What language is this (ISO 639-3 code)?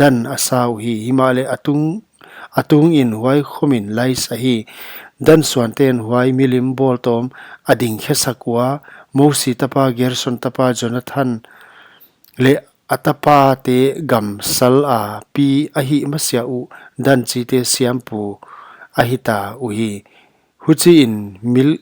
pck